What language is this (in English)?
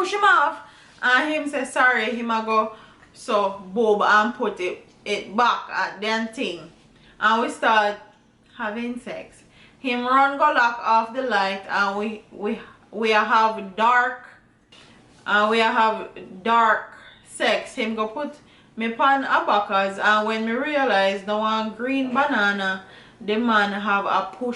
Jamaican Creole English